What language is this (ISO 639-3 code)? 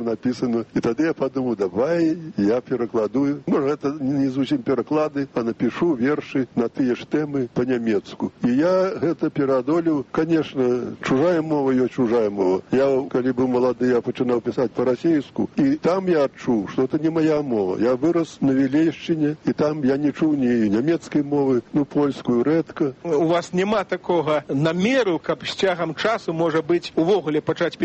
bel